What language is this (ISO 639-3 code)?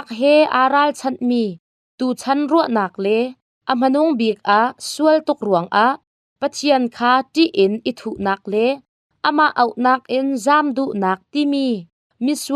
cnh